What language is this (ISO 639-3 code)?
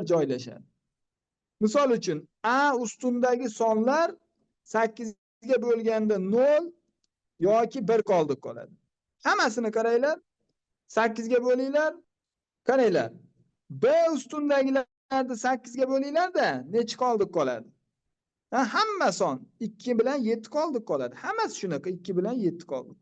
uzb